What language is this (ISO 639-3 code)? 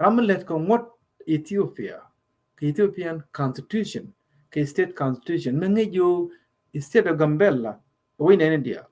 nus